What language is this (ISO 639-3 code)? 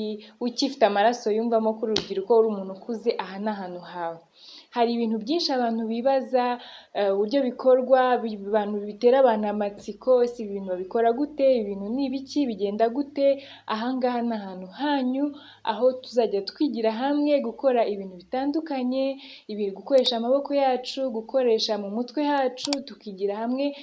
kin